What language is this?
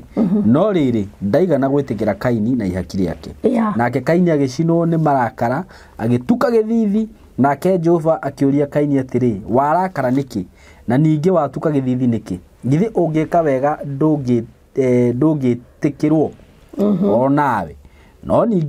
Kikuyu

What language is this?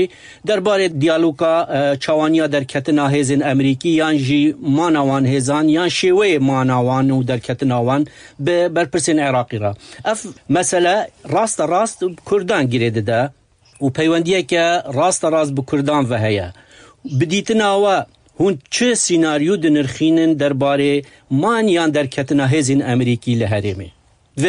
Kurdish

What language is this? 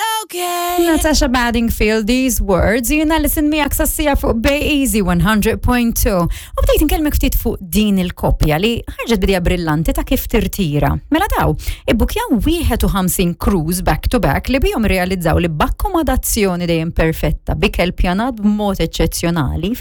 Maltese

